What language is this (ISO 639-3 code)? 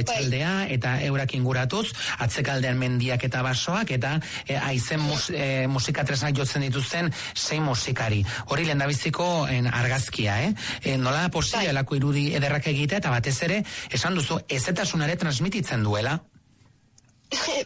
eus